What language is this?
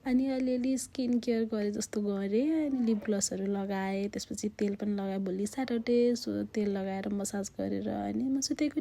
Nepali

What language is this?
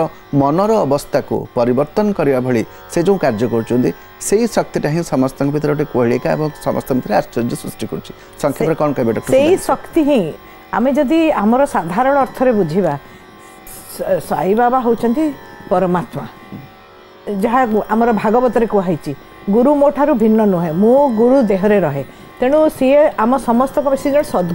Odia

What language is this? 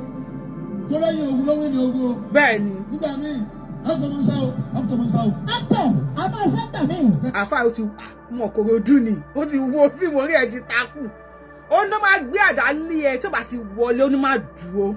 Yoruba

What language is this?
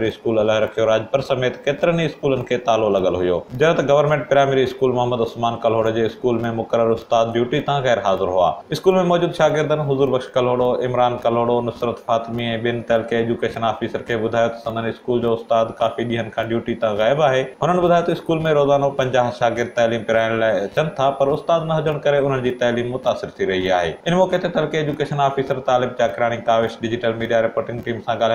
Sindhi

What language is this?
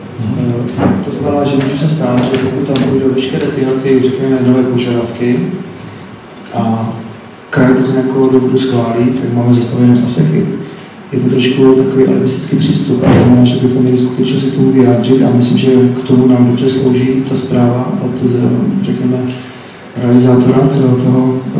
Czech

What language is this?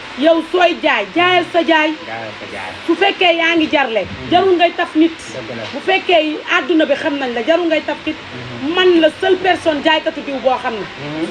Wolof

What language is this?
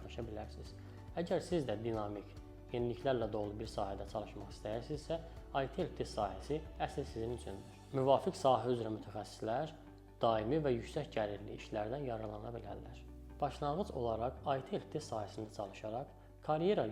Azerbaijani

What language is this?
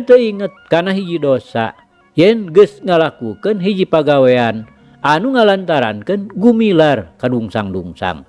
Sundanese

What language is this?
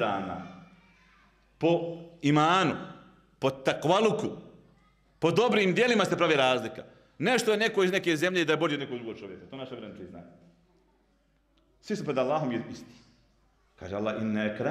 Bosnian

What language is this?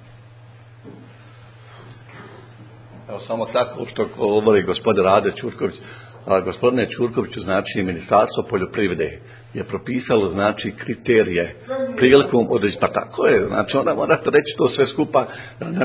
Bosnian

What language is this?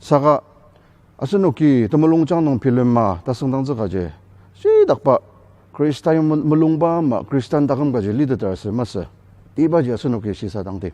Ao Naga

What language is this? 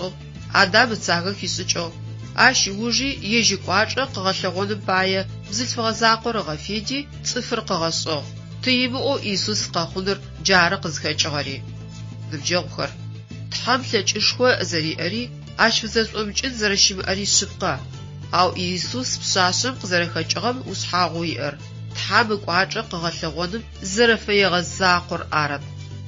Adyghe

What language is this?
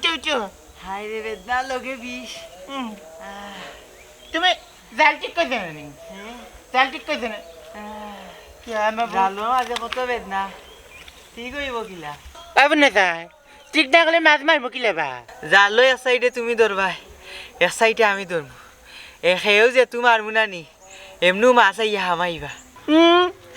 Sylheti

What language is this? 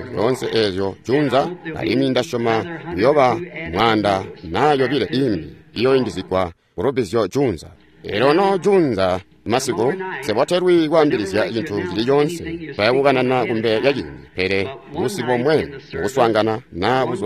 Tonga (Zambia)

